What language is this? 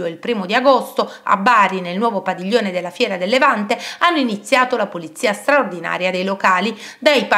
Italian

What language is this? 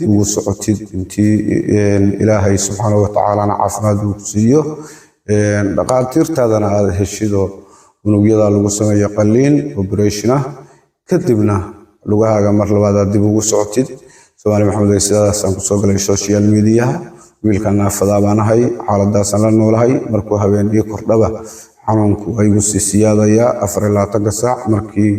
Somali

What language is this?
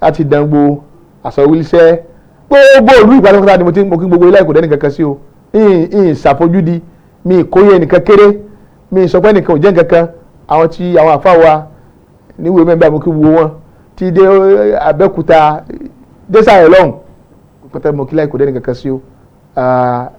Yoruba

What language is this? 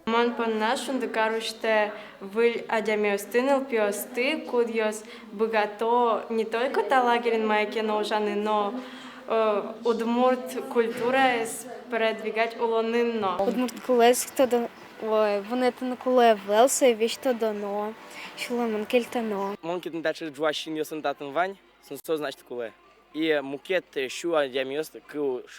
Udmurt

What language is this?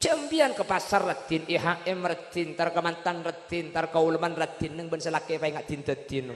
Madurese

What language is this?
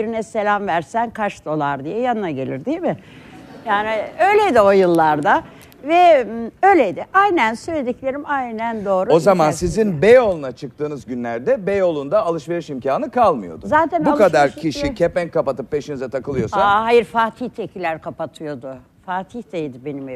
Turkish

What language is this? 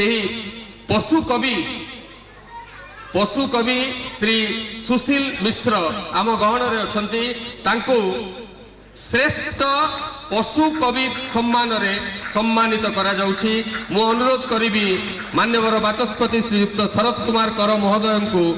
Odia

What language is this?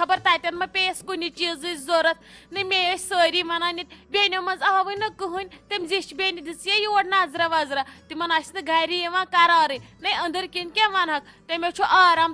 Kashmiri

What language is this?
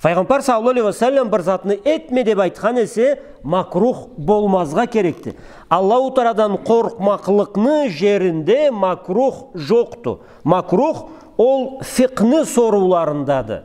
Karachay-Balkar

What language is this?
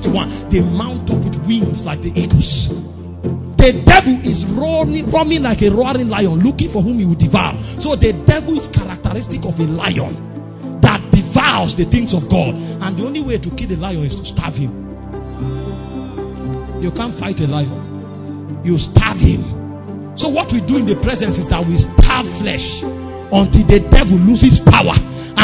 English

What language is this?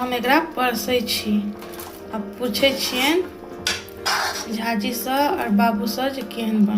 Maithili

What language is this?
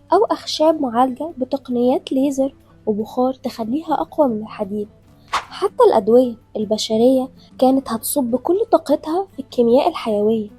Egyptian Arabic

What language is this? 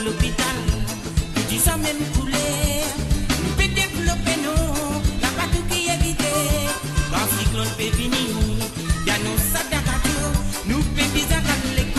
Morisyen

